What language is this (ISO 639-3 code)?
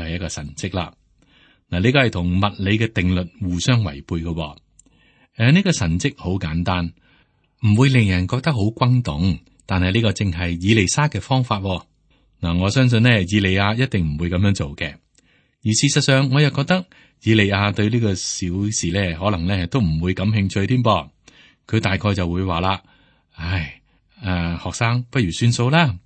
yue